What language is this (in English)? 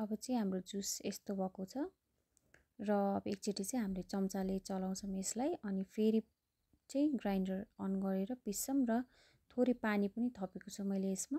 Nepali